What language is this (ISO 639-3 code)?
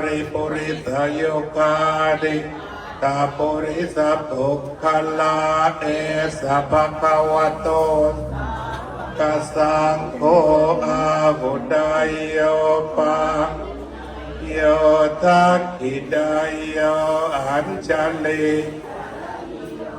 pli